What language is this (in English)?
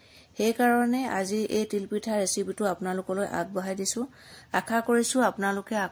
Assamese